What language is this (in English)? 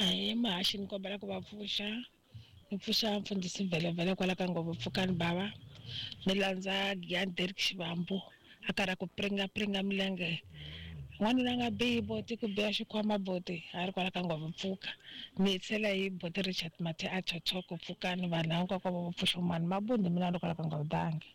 Tsonga